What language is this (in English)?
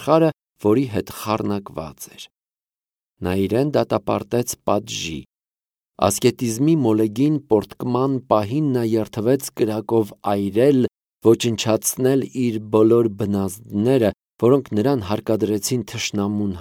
Armenian